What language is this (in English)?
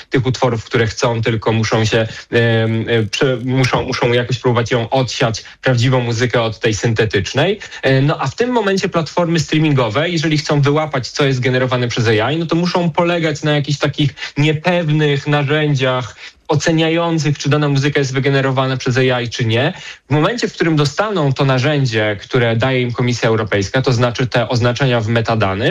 Polish